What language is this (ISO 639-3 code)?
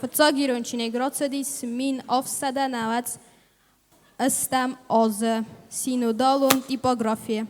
oss